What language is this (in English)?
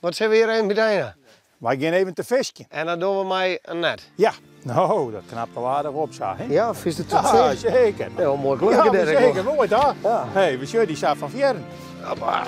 Western Frisian